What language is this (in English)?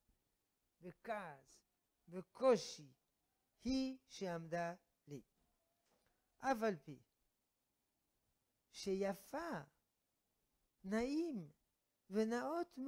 Hebrew